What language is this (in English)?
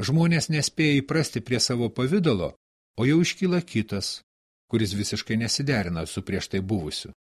Lithuanian